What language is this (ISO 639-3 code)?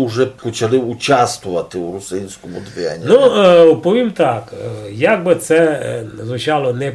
rue